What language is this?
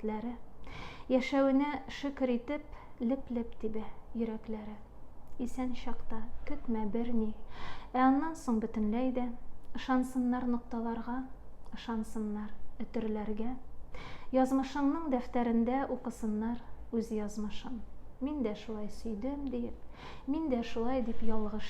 Tatar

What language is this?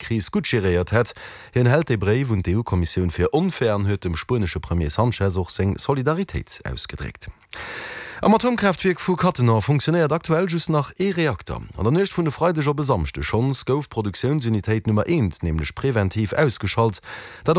Luxembourgish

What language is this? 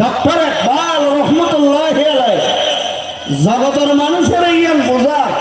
Rohingya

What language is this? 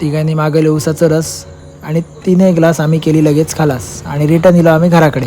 Konkani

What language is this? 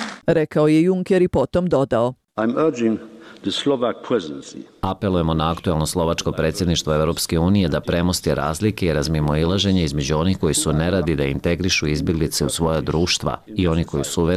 Bosnian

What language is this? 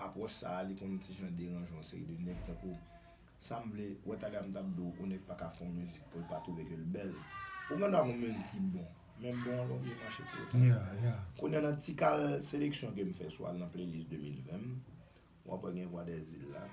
Haitian Creole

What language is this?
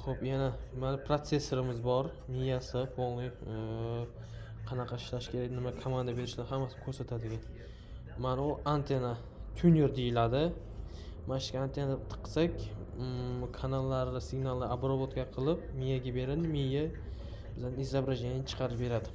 Uzbek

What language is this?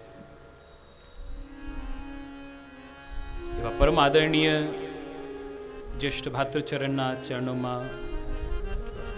Gujarati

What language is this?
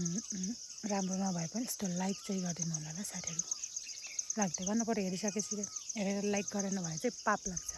Nepali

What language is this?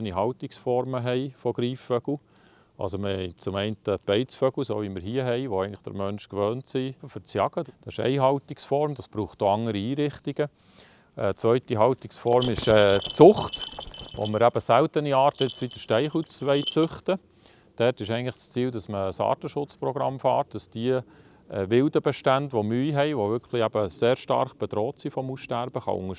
Swiss German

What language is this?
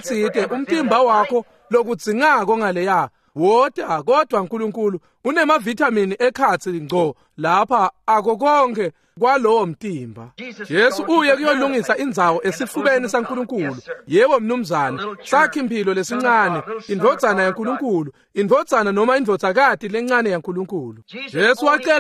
Swati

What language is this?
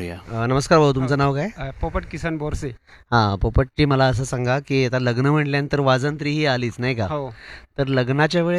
Marathi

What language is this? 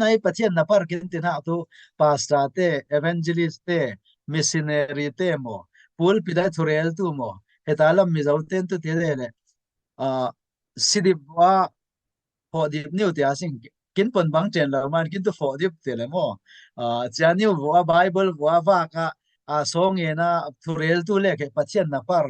Falam Chin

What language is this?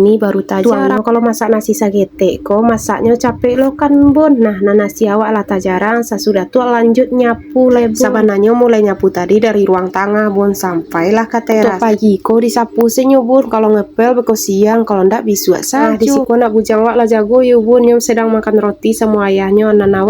Minangkabau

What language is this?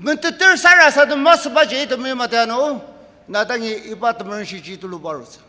Ao Naga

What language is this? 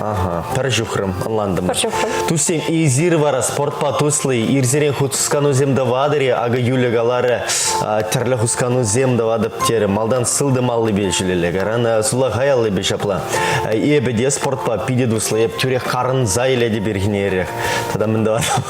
Chuvash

